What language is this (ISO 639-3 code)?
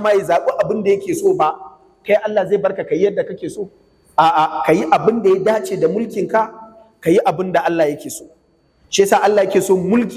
hau